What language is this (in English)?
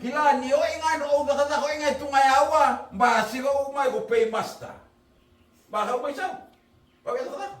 Fijian